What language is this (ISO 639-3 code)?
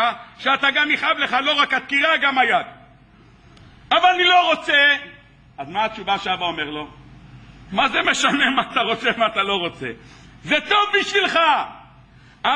heb